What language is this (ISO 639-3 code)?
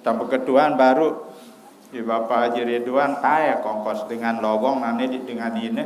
sas